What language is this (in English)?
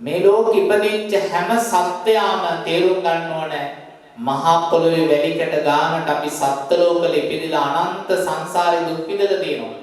Sinhala